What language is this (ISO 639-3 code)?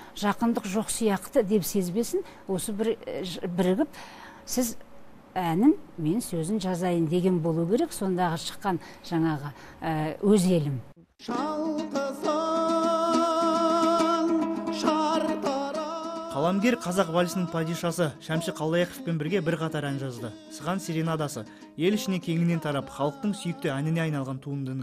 kaz